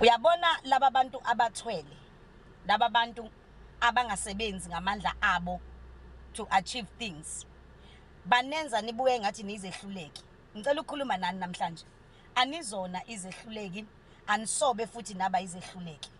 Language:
Zulu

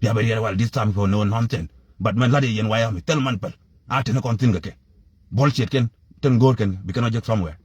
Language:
Nuer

